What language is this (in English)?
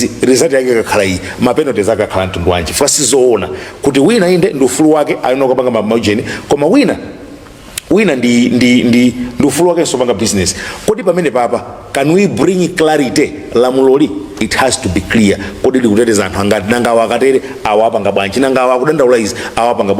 Nyanja